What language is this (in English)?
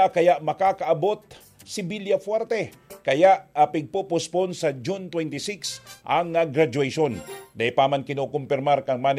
Bikol